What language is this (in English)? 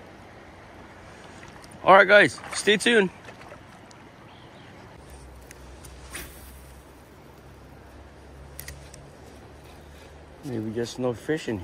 English